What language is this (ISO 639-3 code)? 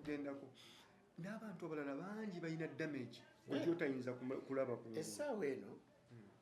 lug